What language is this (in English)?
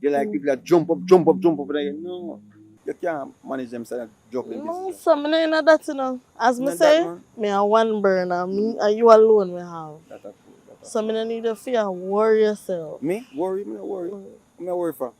Jamaican Creole English